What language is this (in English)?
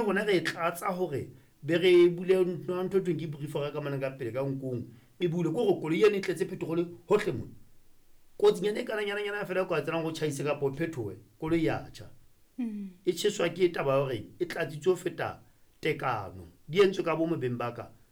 Southern Sotho